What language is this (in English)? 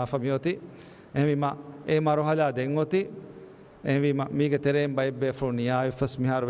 Divehi